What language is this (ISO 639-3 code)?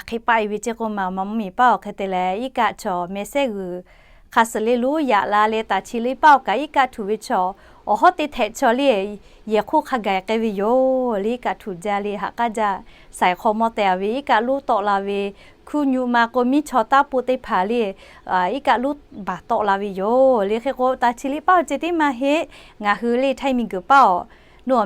lhu